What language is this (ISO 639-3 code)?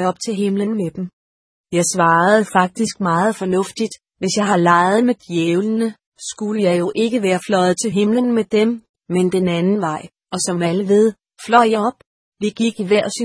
dan